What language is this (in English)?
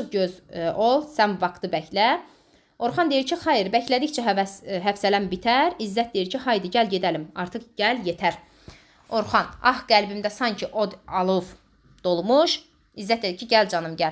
Azerbaijani